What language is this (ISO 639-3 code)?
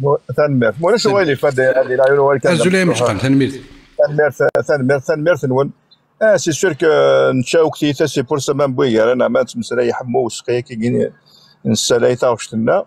kab